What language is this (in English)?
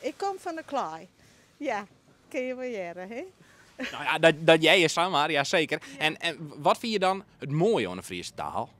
Western Frisian